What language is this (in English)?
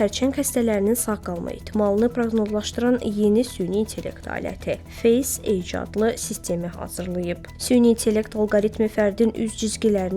Azerbaijani